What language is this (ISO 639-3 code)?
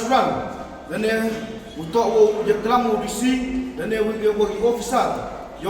kha